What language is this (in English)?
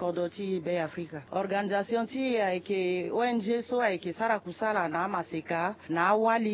Sango